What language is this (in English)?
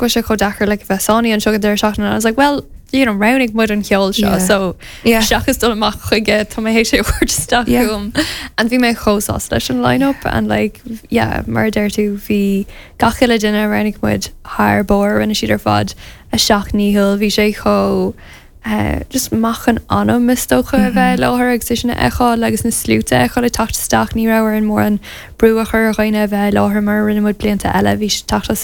Irish